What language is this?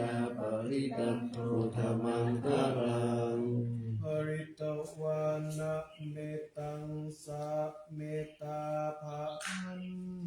Pali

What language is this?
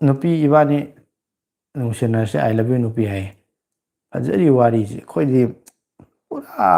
Manipuri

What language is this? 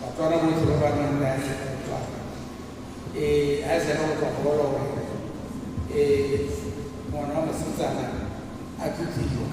Tswana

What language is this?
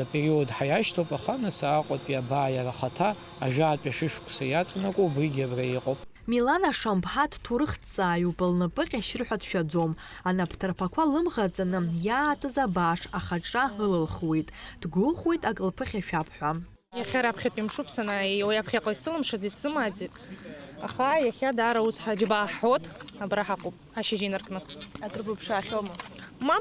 Abkhazian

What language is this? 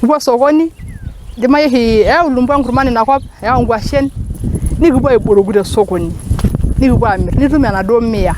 Masai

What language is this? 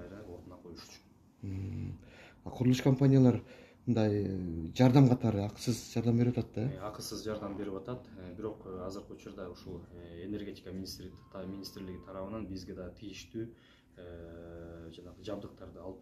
Kyrgyz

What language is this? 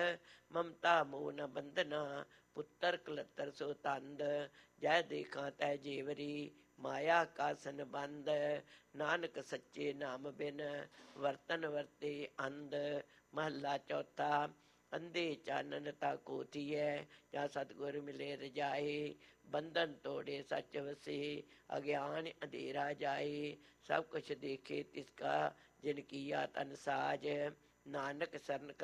Punjabi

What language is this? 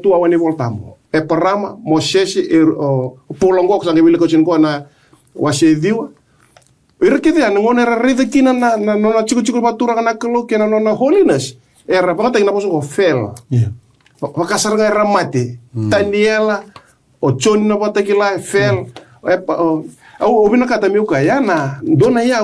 Fijian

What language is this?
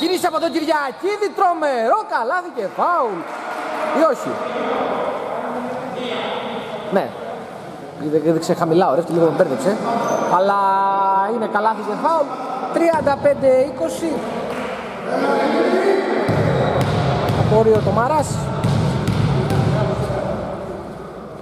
Greek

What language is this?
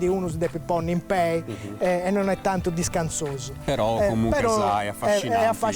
Sardinian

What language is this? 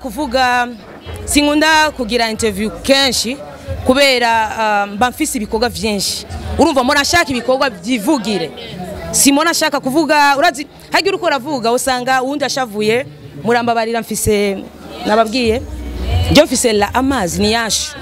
Rundi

